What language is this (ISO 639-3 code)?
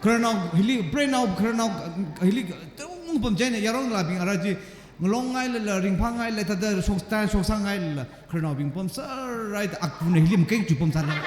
nmf